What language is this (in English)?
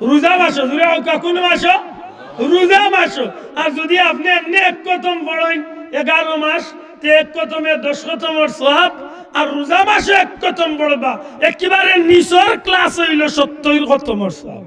Sylheti